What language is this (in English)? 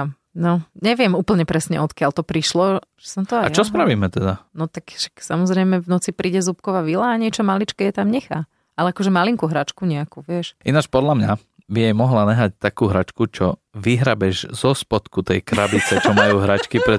Slovak